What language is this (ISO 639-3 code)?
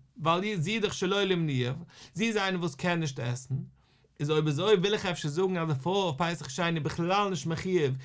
yid